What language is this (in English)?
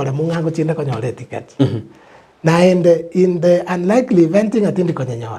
Gusii